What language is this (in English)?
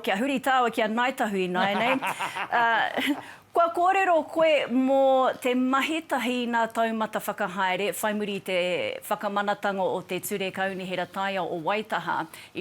Māori